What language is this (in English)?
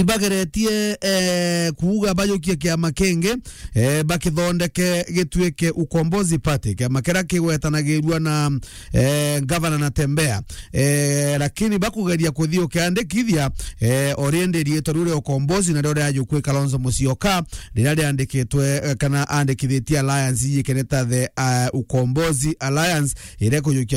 Meru